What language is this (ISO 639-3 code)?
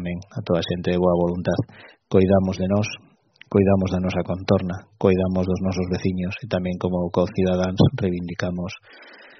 glg